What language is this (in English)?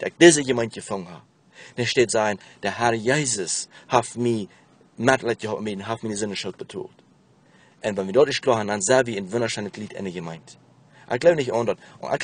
Plautdietsch